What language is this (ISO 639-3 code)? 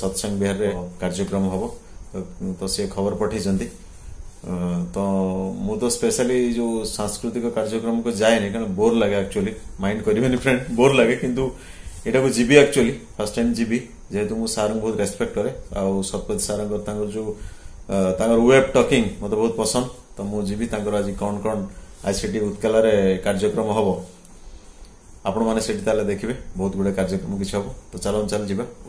ori